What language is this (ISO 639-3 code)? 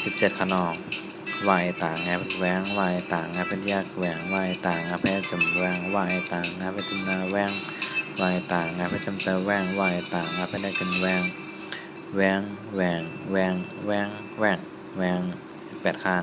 shn